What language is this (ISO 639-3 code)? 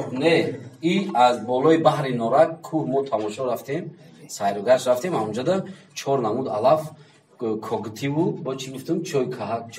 tgk